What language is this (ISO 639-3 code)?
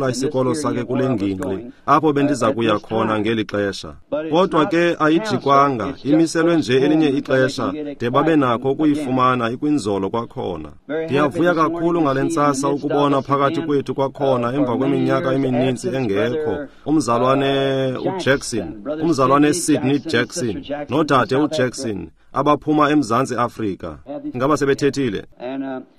xho